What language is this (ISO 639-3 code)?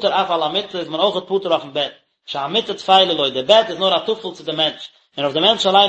yid